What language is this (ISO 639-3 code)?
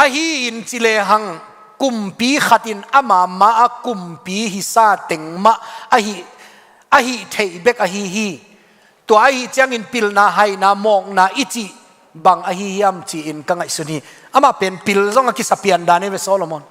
ctd